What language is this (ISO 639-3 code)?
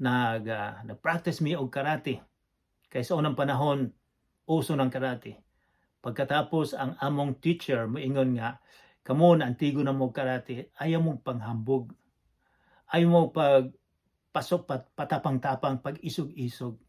ceb